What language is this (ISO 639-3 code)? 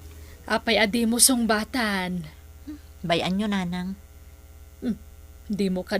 ilo